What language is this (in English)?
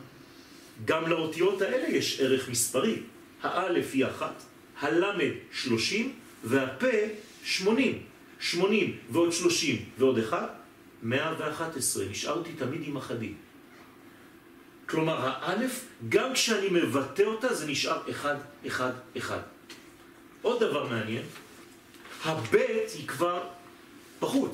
Hebrew